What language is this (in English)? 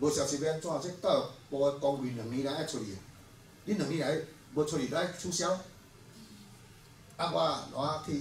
Min Nan Chinese